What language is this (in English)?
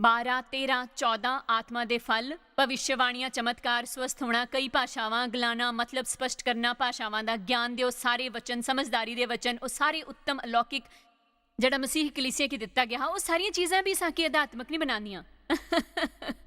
Dogri